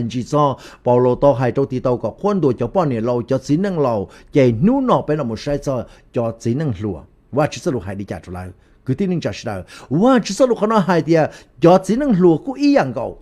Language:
Hmong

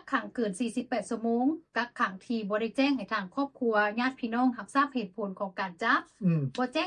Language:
Lao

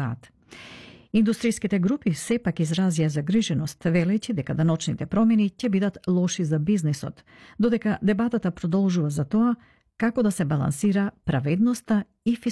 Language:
Macedonian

